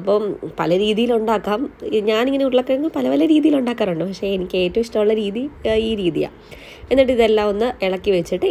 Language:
Malayalam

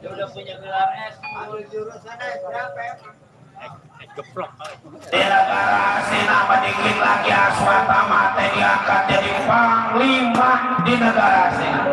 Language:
Betawi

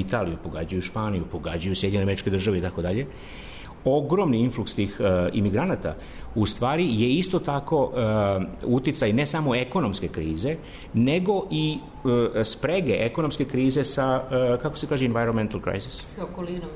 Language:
Serbian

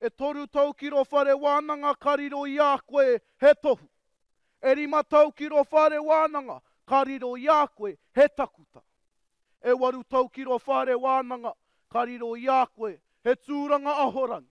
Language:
Māori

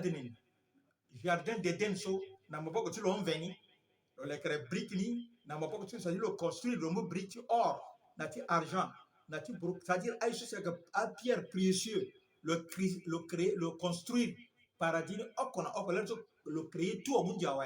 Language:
Sango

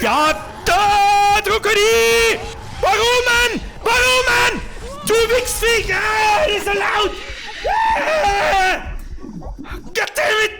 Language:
Bavarian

